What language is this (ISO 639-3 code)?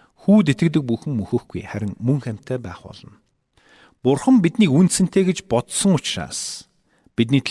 mon